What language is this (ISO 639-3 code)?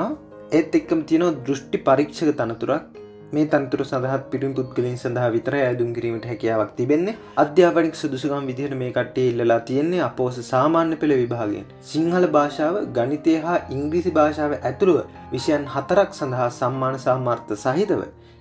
sin